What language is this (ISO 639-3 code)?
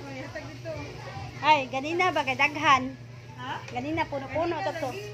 ceb